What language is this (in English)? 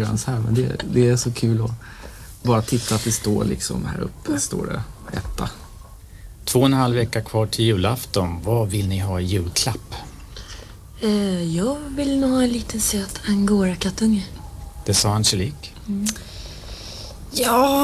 Swedish